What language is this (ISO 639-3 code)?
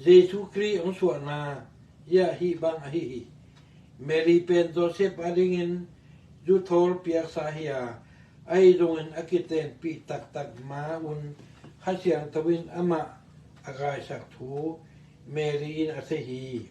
ctd